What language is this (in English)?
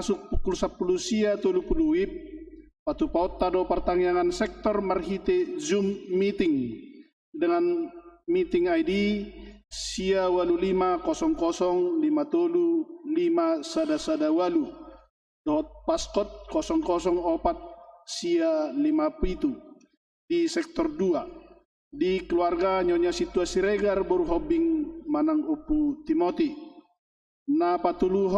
Batak Toba